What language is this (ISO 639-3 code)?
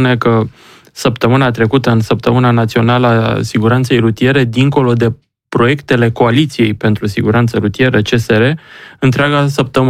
ron